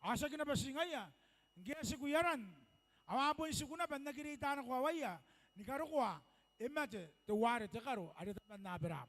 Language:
Gilbertese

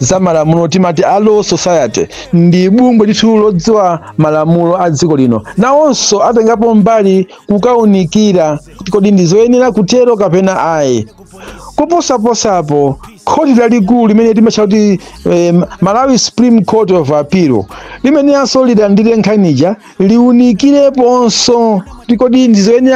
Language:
Nyanja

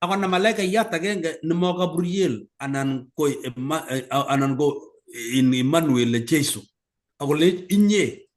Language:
Kalenjin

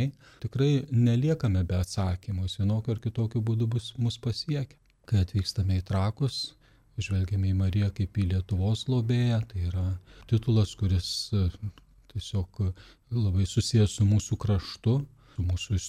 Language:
Lithuanian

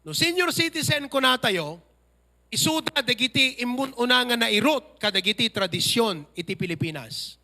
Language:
Iloko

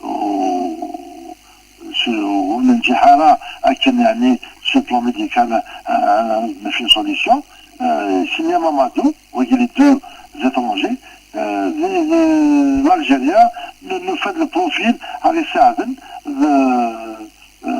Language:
Kabyle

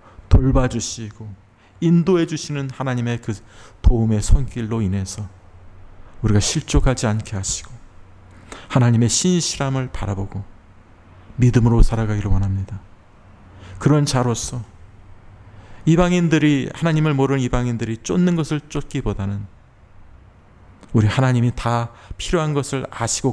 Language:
Korean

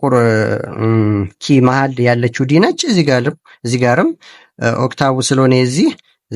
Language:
Amharic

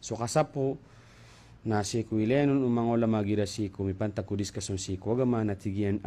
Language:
Maranao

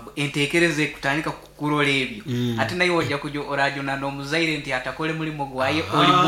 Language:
Nyankole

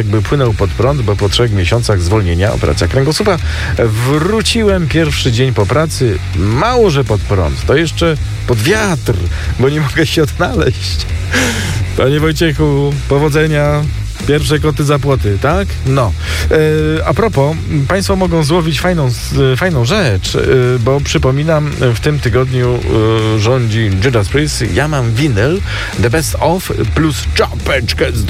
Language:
Polish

